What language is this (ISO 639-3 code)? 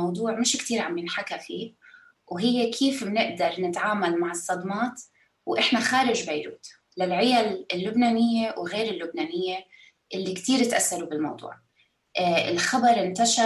apc